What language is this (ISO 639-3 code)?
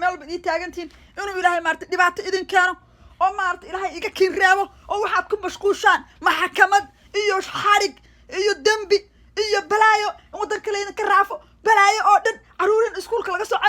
som